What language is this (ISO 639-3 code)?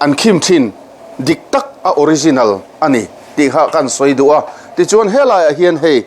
lus